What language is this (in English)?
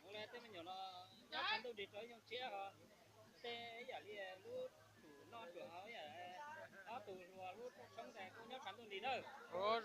Hmong